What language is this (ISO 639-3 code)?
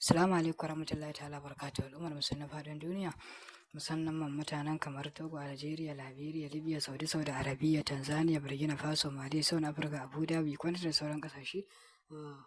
hau